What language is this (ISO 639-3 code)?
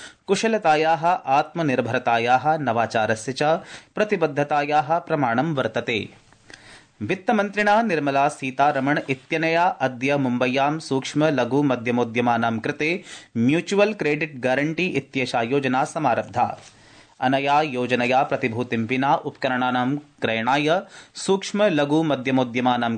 san